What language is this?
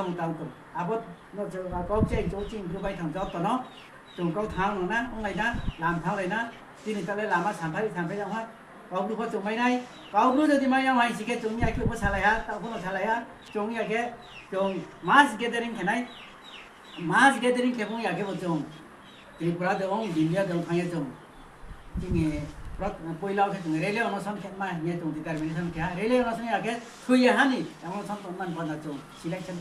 Riang (India)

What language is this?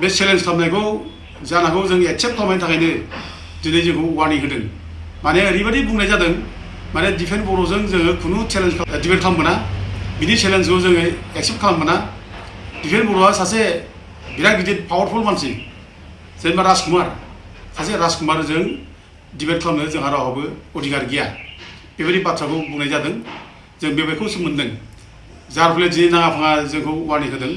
Bodo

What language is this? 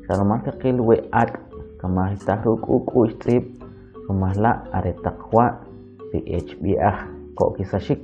Kʼicheʼ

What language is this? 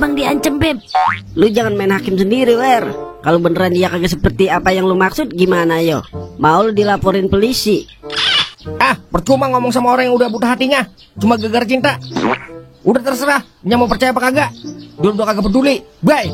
Betawi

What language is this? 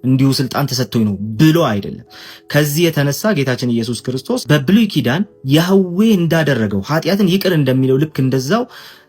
Amharic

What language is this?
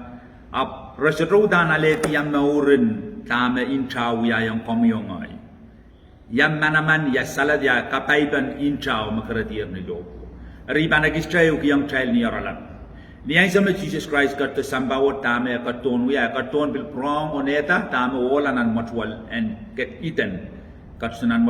Pohnpeian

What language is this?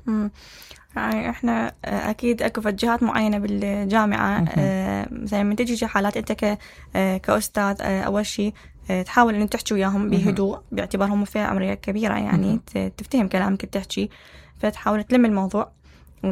Mesopotamian Arabic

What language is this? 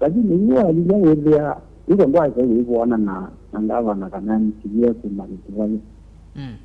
Kamba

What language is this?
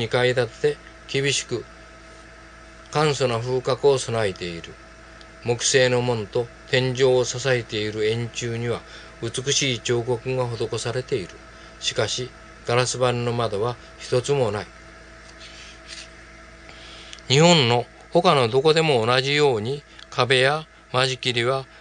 Japanese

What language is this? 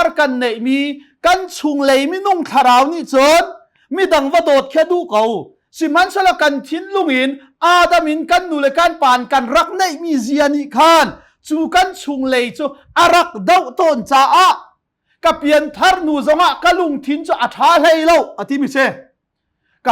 Hakha Chin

